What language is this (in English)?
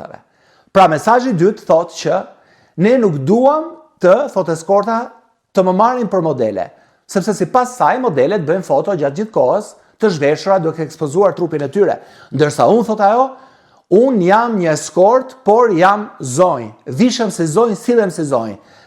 Albanian